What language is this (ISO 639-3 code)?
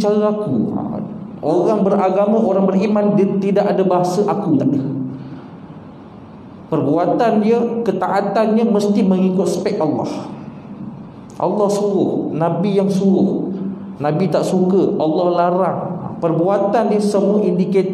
msa